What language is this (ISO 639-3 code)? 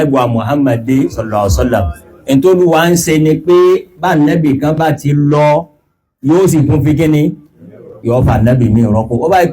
yor